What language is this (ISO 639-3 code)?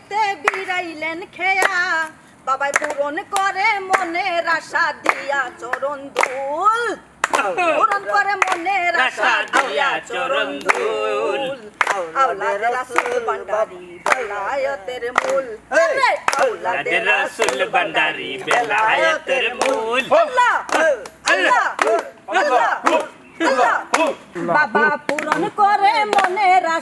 syl